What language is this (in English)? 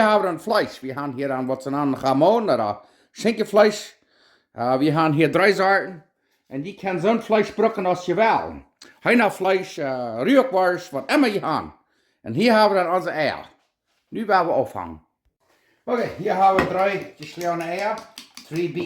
Plautdietsch